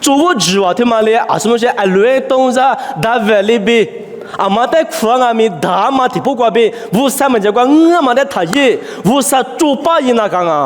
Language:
Lisu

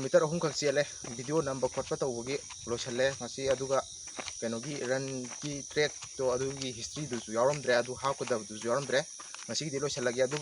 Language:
Manipuri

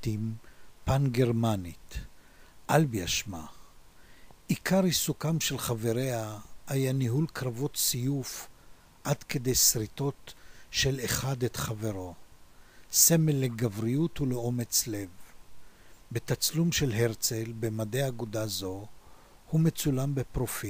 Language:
Hebrew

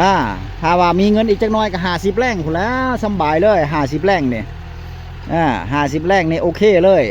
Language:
Northeastern Thai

